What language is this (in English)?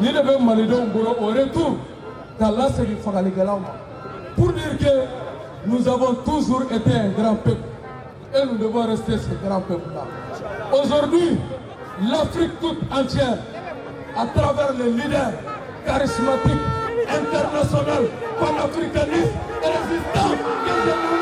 Bambara